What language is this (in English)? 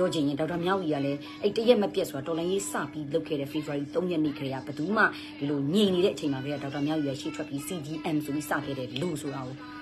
Burmese